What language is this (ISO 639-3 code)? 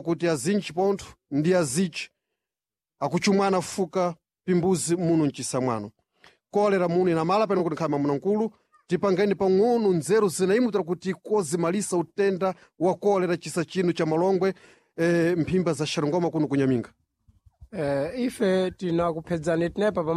seh